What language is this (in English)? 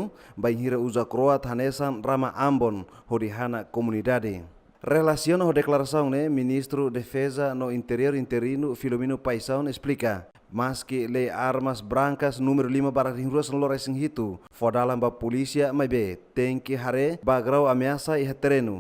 Tetum